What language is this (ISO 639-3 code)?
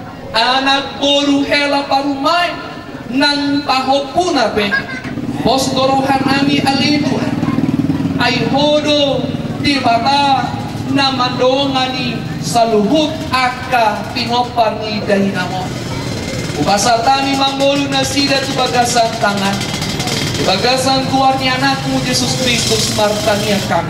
bbc